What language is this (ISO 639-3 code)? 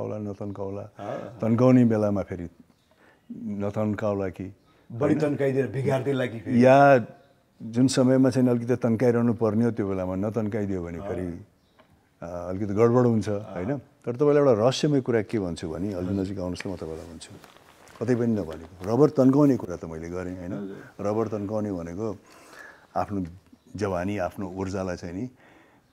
nep